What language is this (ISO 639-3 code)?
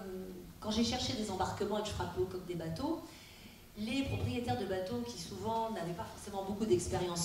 fra